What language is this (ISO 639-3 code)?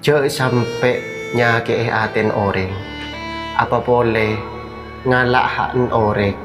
mad